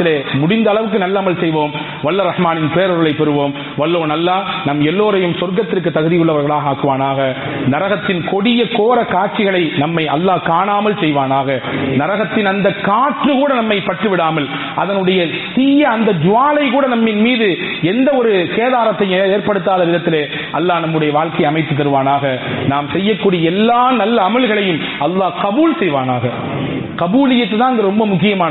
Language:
Tamil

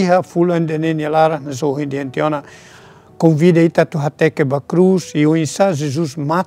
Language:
Tetum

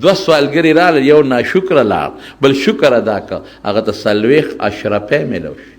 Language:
Pashto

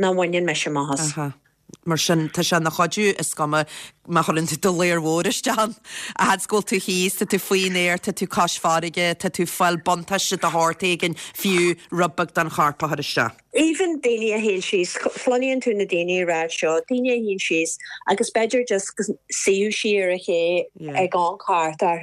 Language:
Irish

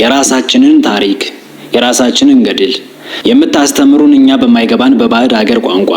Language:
Amharic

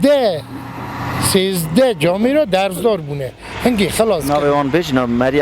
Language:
Kurdish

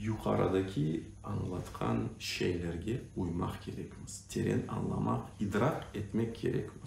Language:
Crimean Tatar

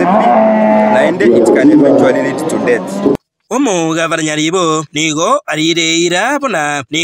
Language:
Gusii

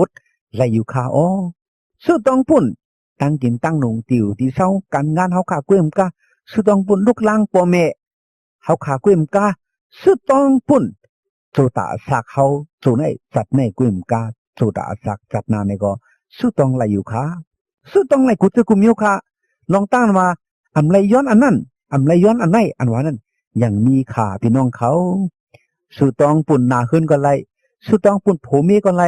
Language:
Shan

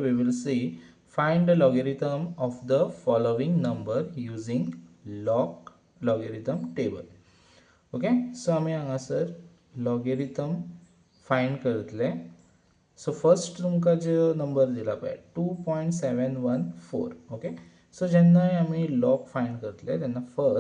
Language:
Konkani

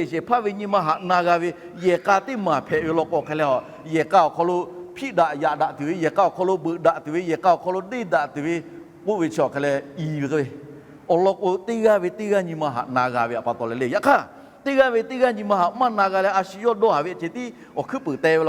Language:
Lahu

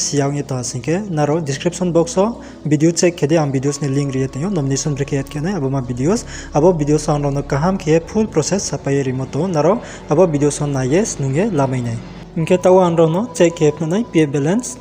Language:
Riang (India)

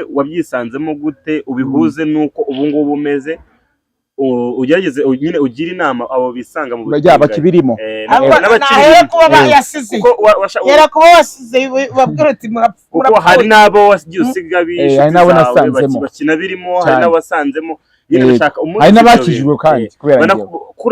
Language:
Kinyarwanda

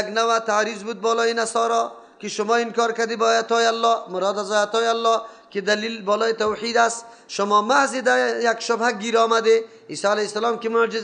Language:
Persian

